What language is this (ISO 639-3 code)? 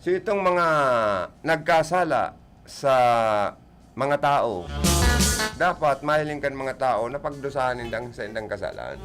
bik